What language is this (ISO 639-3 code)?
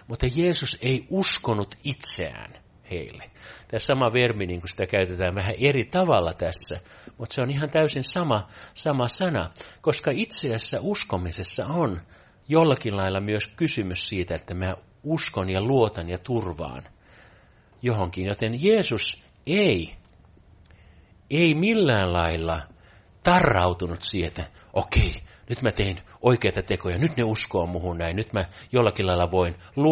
fin